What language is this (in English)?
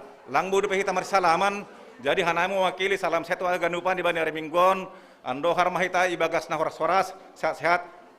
Batak Simalungun